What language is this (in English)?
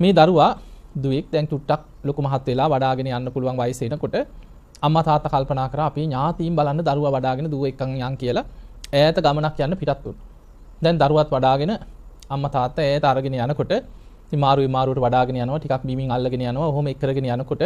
Sinhala